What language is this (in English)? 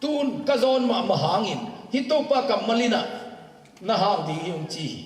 Tedim Chin